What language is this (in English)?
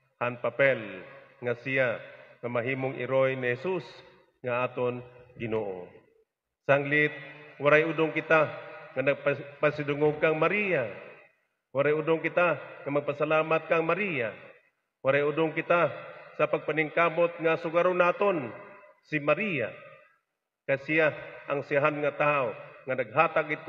Waray